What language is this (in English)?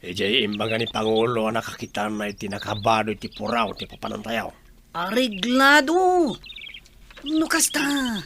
Iloko